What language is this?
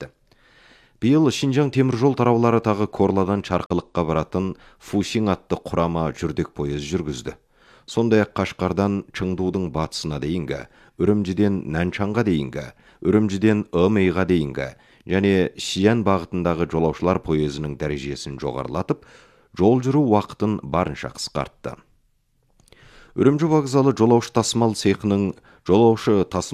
Kazakh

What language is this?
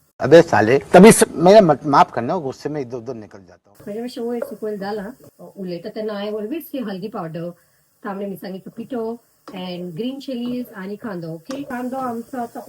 Konkani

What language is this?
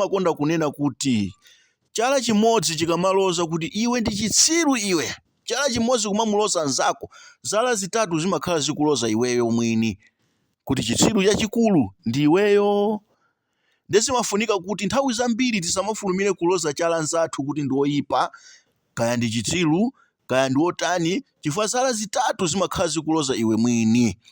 Nyanja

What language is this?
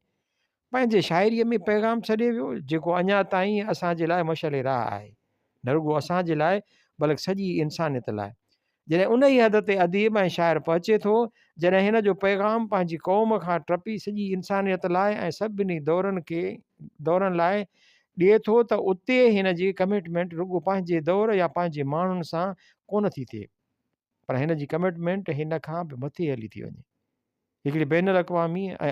Sindhi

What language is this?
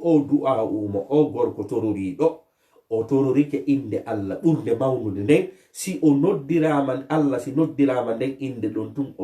Fula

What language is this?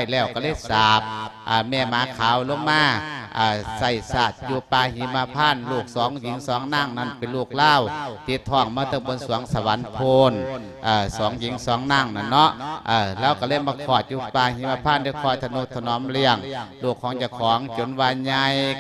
Lao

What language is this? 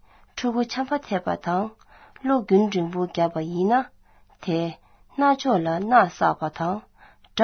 Tibetan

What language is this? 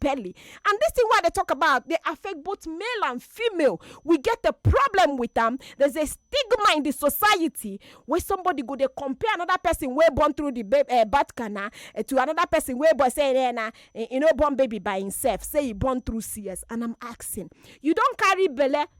Nigerian Pidgin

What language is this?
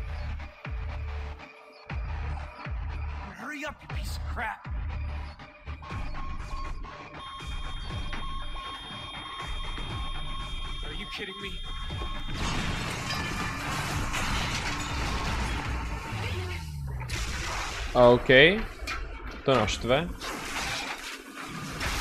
Czech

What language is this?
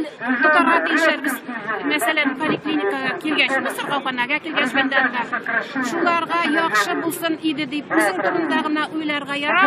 Tatar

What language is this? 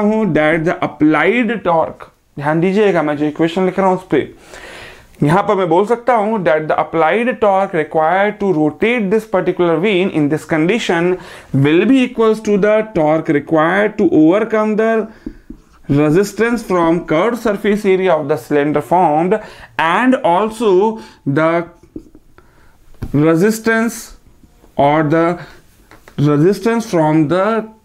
Hindi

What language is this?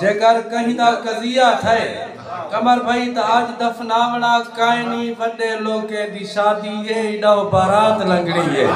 Saraiki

